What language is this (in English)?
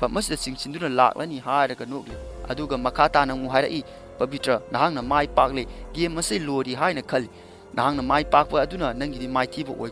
Manipuri